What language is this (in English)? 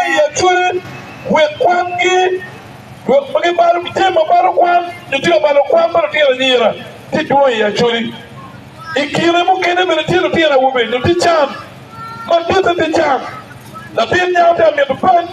Acoli